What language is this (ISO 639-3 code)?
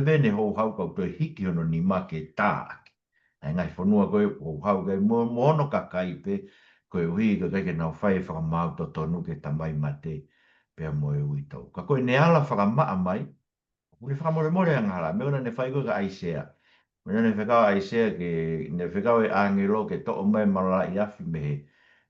ton